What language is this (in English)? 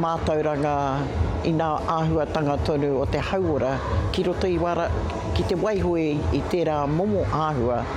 Māori